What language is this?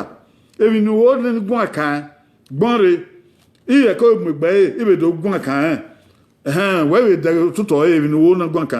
Bini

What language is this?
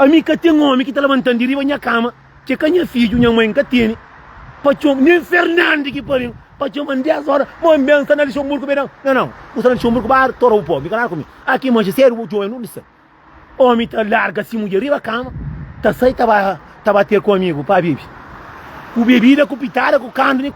Kabuverdianu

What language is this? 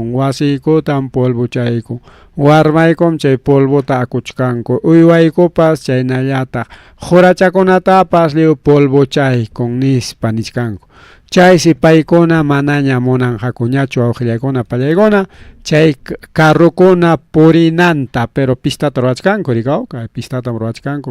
Ayacucho Quechua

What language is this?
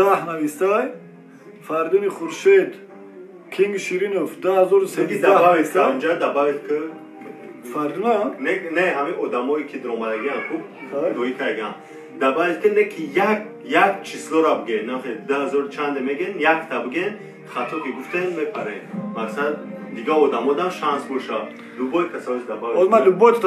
Tajik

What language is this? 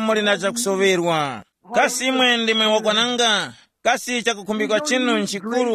Tumbuka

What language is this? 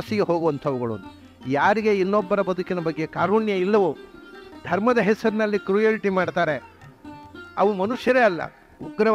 Kannada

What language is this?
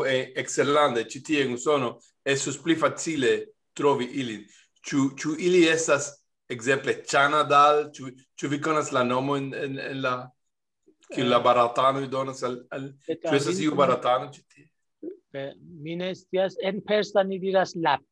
Esperanto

